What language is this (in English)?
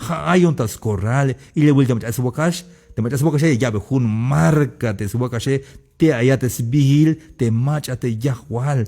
Tzeltal